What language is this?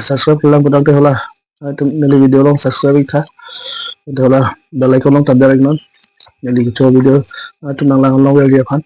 Karbi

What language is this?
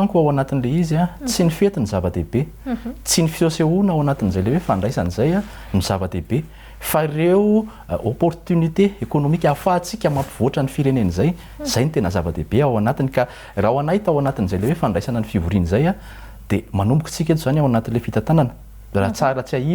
Malagasy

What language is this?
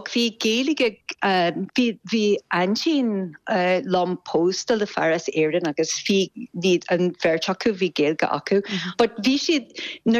Irish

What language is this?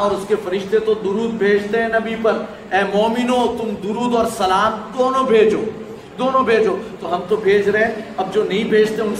Urdu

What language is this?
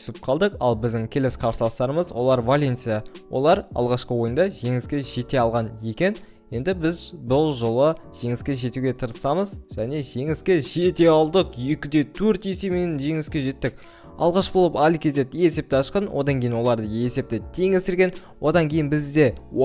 Kazakh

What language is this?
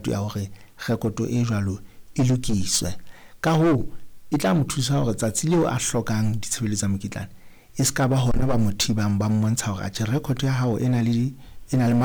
Southern Sotho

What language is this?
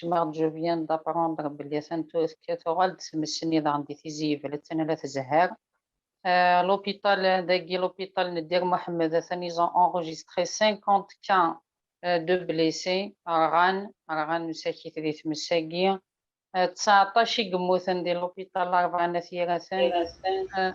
Kabyle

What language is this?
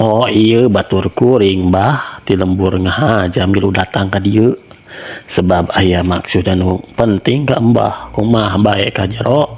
Sundanese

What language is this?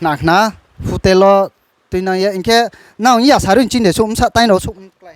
Riang (India)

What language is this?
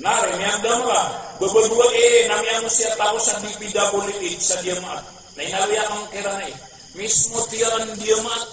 Maranao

